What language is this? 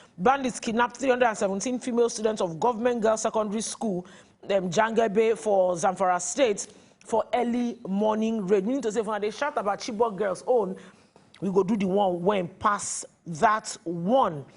Nigerian Pidgin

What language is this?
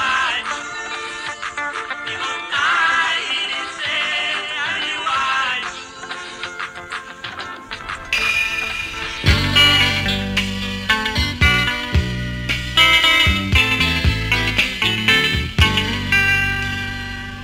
Rundi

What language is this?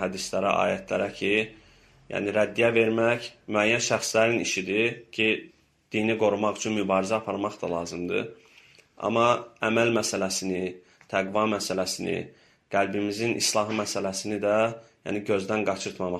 Azerbaijani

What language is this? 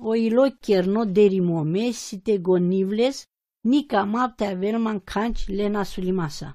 Romany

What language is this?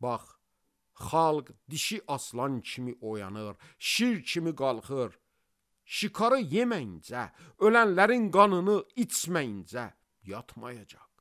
Azerbaijani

